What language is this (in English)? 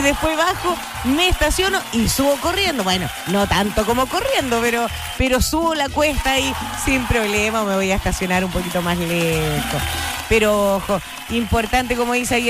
Spanish